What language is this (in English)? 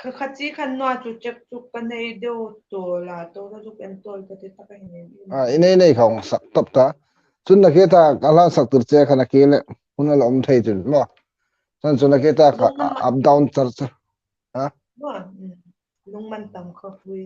Hmar